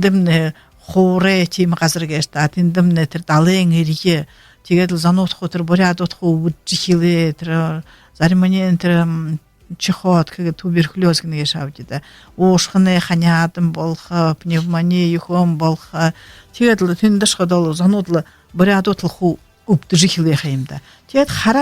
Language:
Buriat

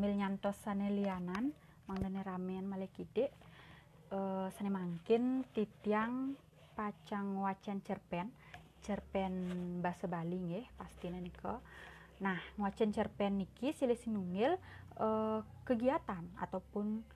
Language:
Balinese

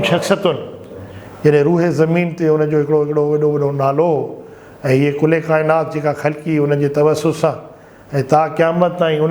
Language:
Sindhi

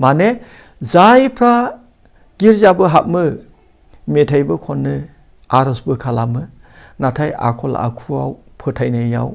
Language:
Bodo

